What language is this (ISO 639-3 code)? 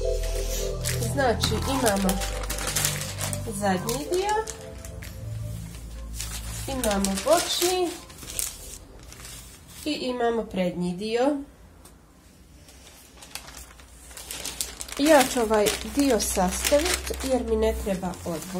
hrv